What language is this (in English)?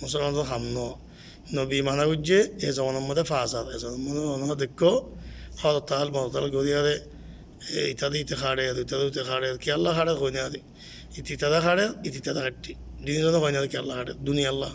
Rohingya